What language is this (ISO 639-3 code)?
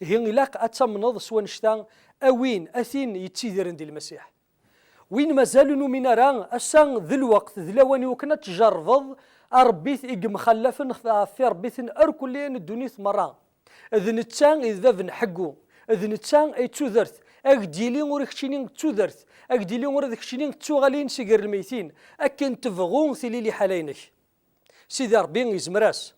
kab